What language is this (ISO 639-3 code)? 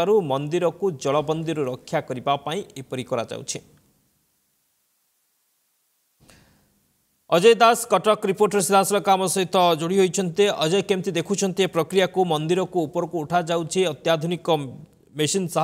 ori